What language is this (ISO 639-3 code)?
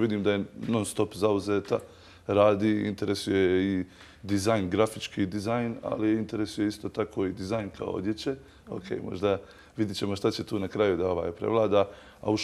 bos